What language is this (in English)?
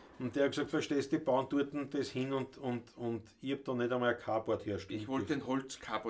Bavarian